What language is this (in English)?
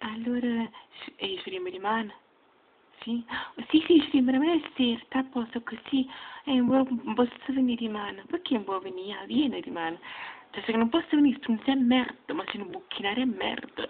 Neapolitan